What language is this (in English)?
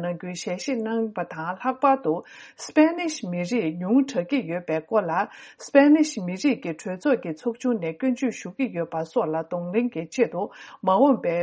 Tibetan